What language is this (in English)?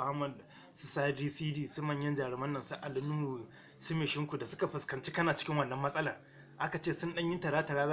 Hausa